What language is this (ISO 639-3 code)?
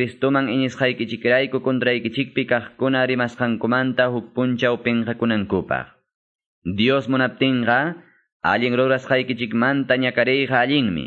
que